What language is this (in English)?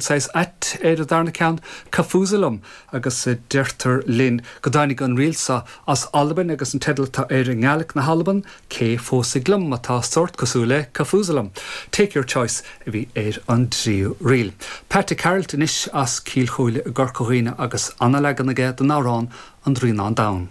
Irish